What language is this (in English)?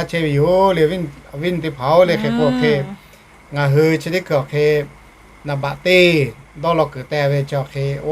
Lahu